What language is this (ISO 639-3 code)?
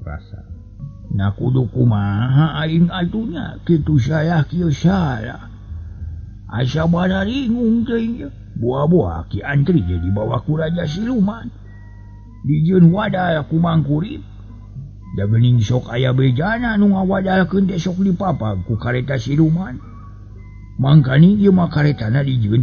sun